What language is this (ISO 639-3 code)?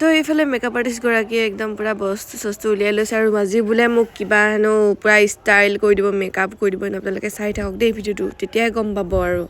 asm